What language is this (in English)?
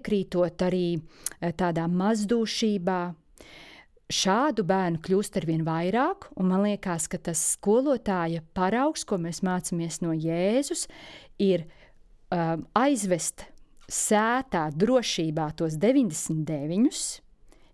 Latvian